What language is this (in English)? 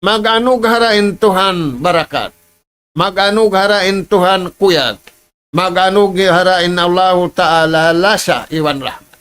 Tausug